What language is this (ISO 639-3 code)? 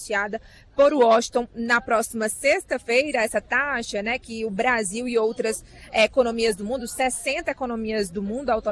por